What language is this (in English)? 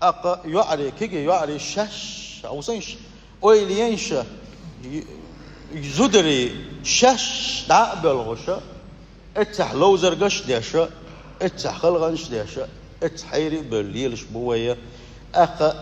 Chechen